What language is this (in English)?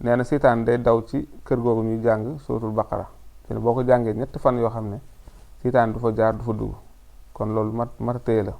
Wolof